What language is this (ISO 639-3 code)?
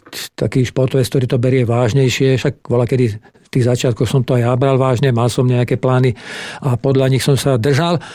slk